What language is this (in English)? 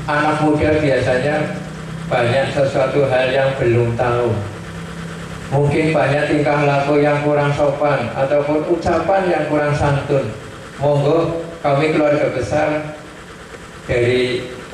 Indonesian